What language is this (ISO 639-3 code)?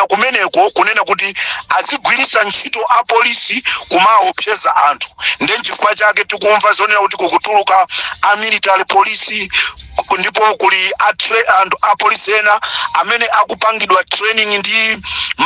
nya